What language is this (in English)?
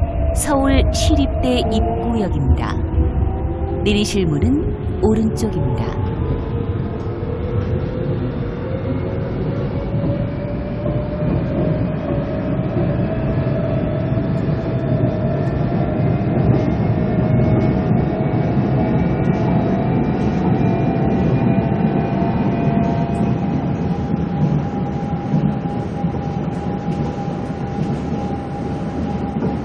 Korean